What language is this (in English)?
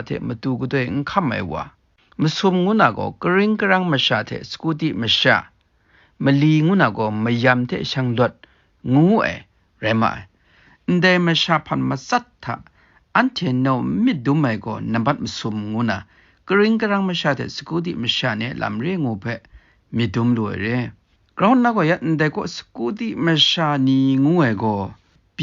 Kachin